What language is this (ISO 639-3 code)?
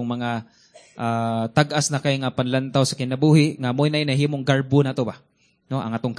ceb